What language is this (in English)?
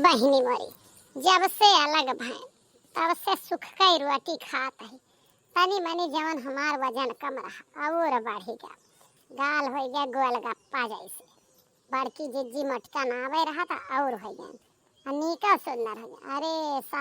Awadhi